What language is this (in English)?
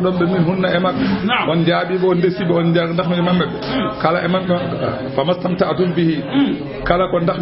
Fula